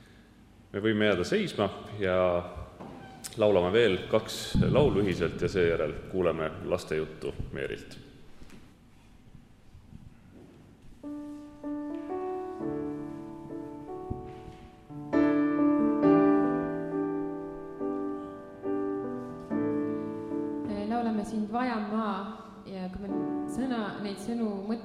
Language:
Estonian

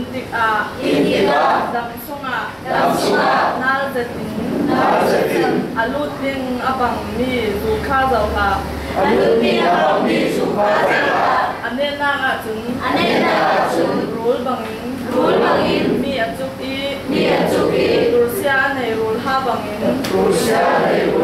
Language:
Falam Chin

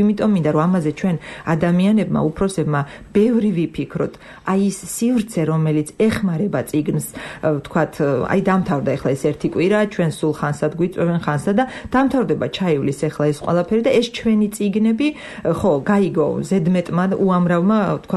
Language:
Georgian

